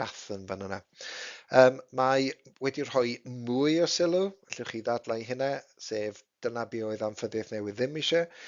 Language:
Welsh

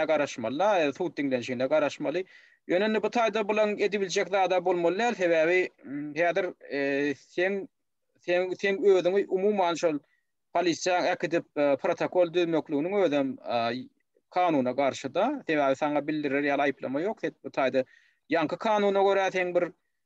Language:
Turkmen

